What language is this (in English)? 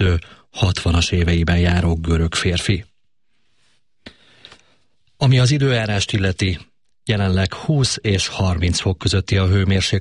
Hungarian